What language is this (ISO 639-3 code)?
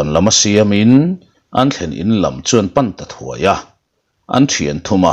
lus